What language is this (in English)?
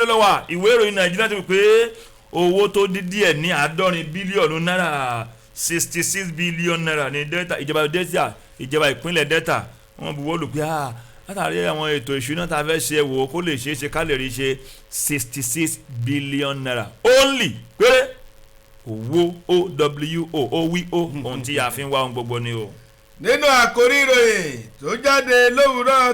Yoruba